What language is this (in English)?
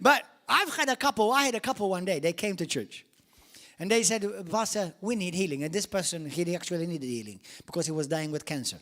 English